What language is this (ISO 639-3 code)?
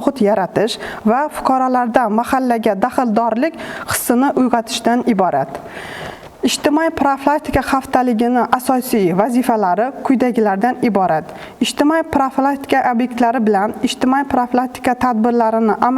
uzb